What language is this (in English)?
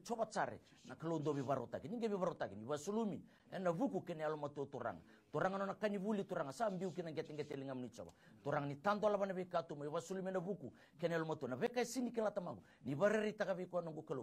Fijian